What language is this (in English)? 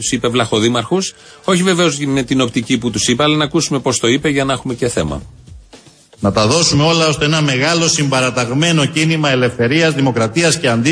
Greek